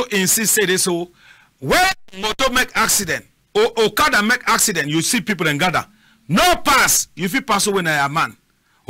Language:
Cameroon Pidgin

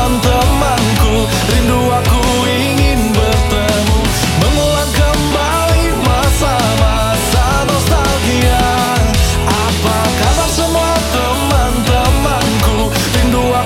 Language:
Indonesian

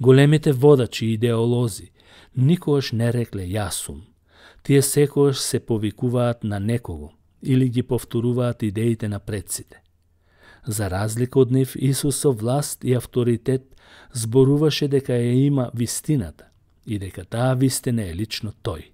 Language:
Macedonian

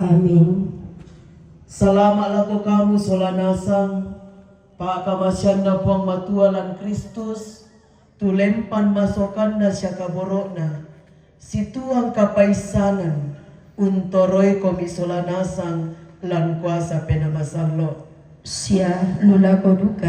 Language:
Toraja-Sa'dan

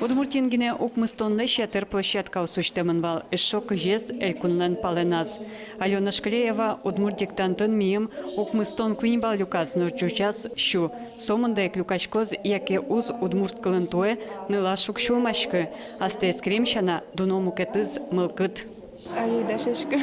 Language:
Udmurt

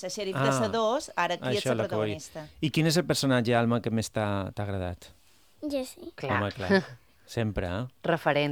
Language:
Catalan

